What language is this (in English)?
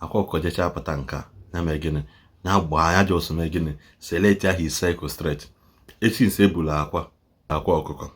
Igbo